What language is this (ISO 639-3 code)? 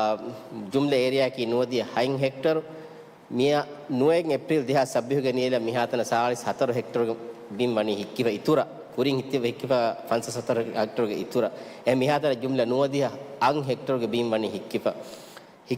div